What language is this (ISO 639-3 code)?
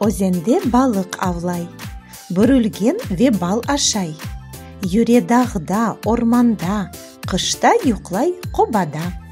crh